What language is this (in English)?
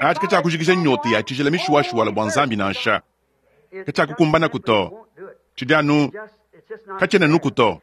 Luba-Lulua